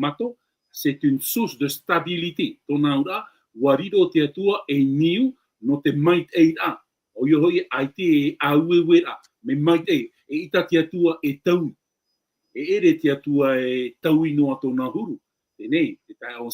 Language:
Tahitian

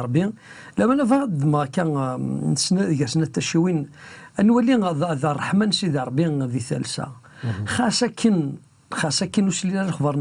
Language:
Kabyle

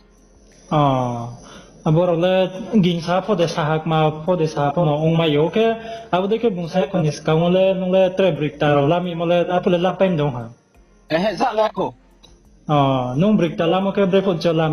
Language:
Riang (India)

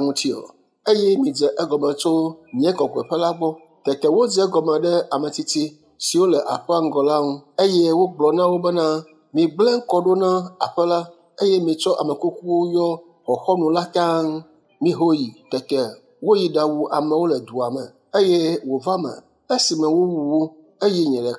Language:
Ewe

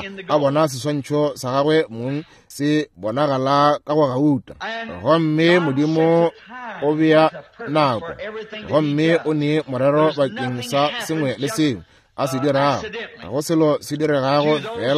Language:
Northern Sotho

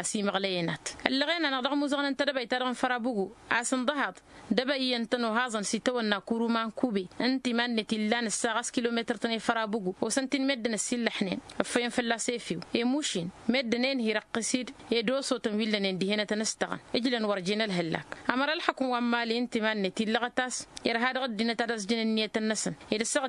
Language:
Tamasheq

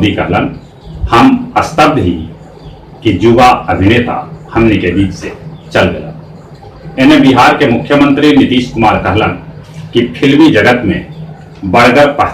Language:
Magahi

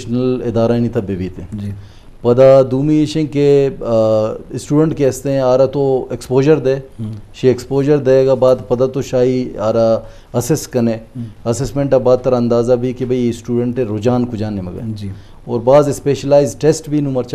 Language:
Eastern Balochi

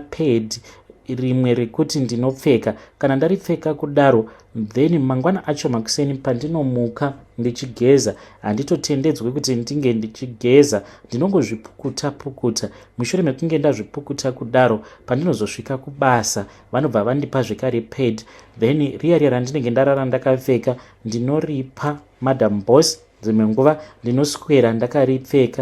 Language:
Shona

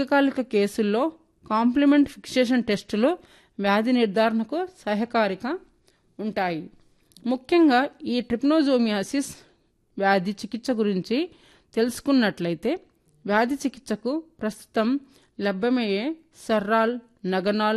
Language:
Telugu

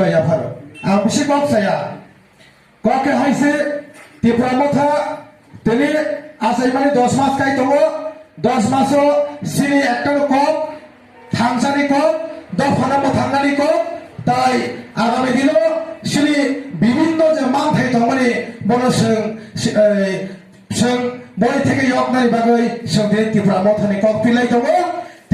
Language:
Kok Borok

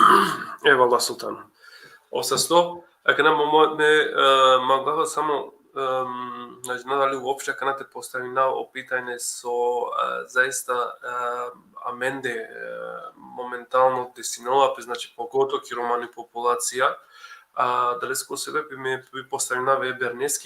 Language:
Balkan Romani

